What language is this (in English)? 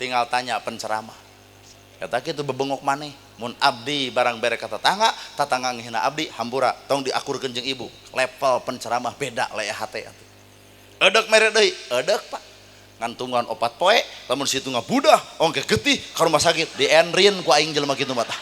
Sundanese